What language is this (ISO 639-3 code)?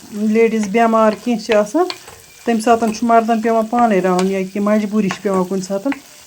kas